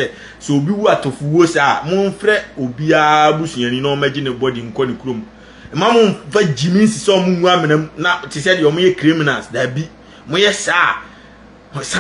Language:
Akan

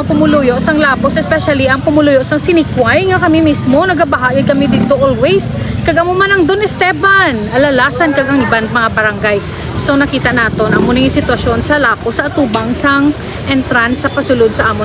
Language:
Hiligaynon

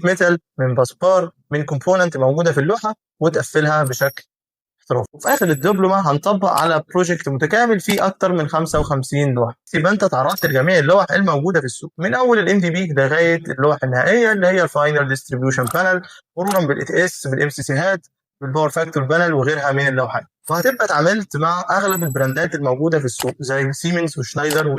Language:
Egyptian Arabic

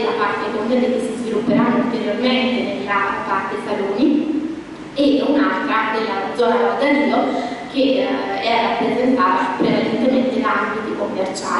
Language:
Italian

